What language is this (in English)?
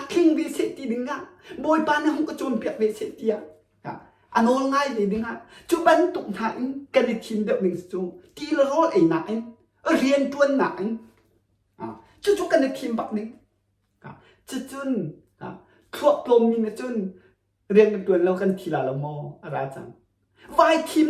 Hakha Chin